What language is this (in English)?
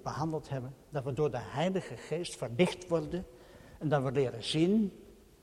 Dutch